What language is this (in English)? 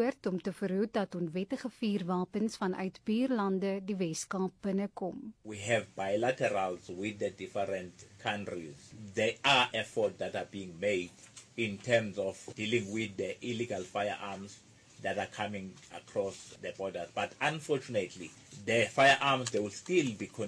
Afrikaans